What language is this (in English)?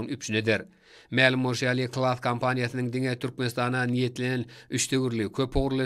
Turkmen